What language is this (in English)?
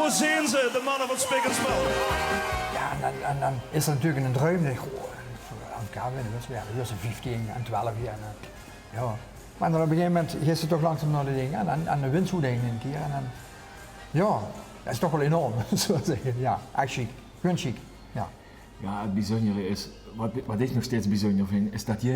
Limburgish